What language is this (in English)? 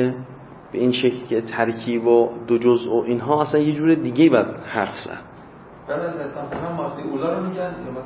Persian